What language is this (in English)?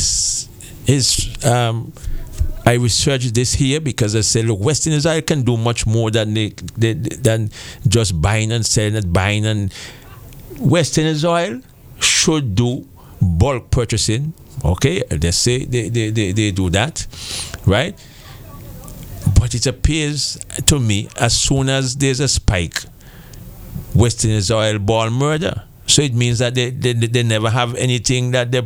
English